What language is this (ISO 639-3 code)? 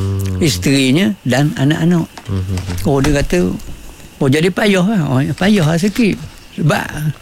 msa